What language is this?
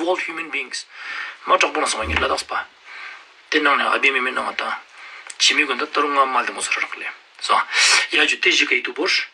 Ladakhi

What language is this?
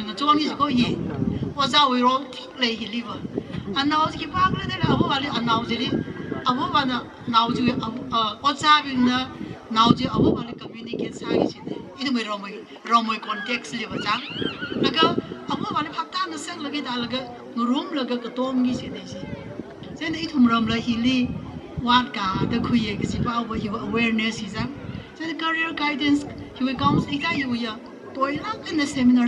Tangkhul Naga (India)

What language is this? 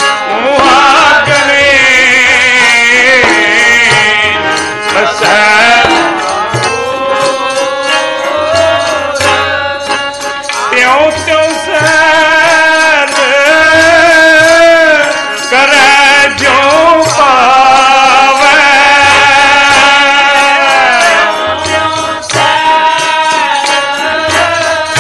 Punjabi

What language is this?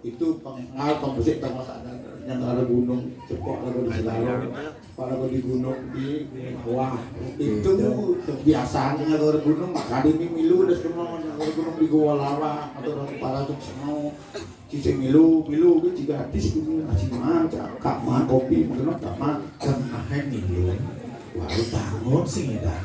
Balinese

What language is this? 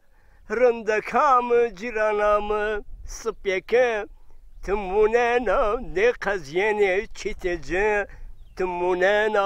Zaza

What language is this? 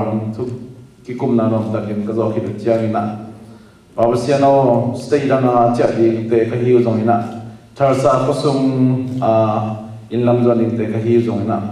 Tedim Chin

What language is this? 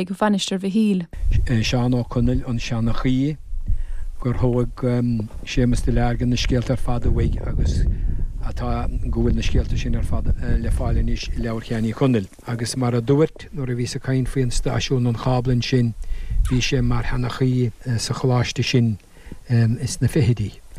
Irish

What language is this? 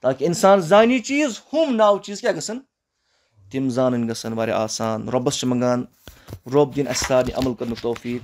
Kashmiri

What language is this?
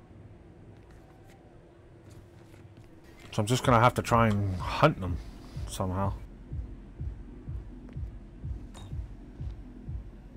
English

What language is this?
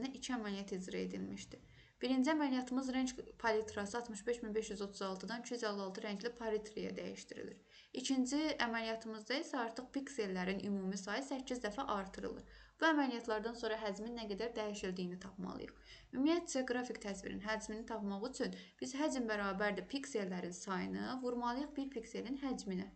Azerbaijani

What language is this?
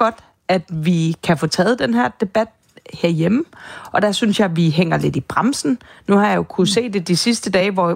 Danish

